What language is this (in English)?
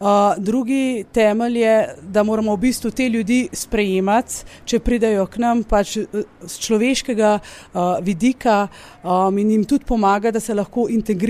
Slovenian